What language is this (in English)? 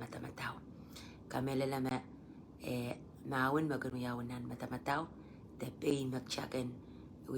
Pohnpeian